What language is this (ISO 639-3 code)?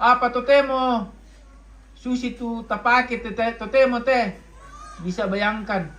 sda